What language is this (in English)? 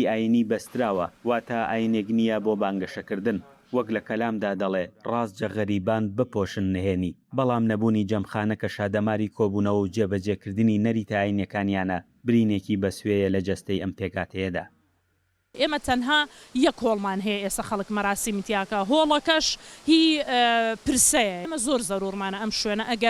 Central Kurdish